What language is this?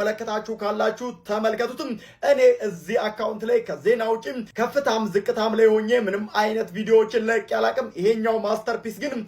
Amharic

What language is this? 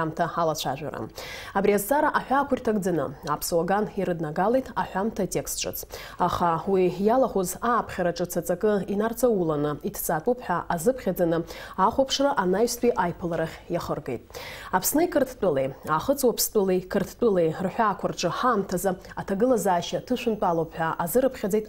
Abkhazian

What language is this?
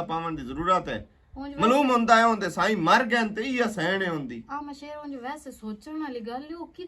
Western Panjabi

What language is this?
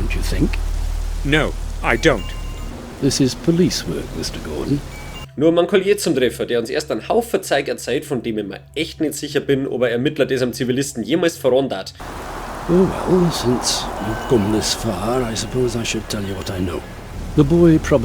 Bavarian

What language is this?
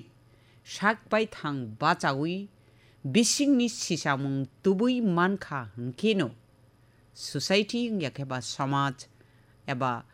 Kok Borok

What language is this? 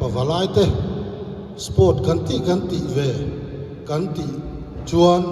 Mizo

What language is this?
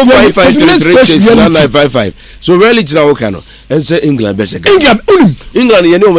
Akan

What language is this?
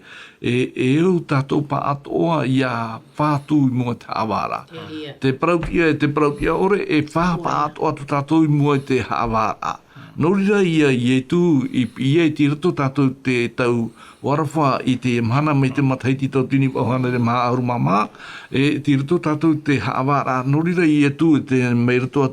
Tahitian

